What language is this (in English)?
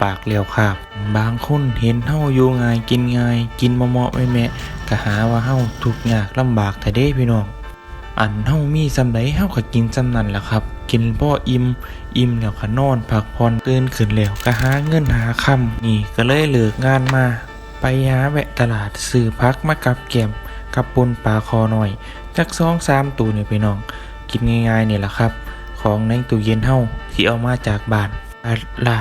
Northeastern Thai